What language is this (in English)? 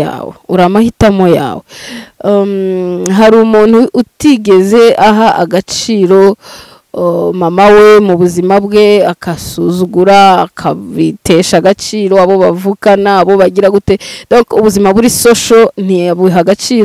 Kinyarwanda